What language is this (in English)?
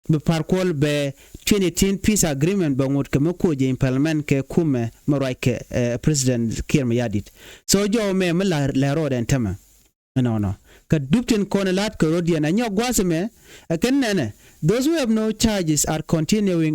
Nuer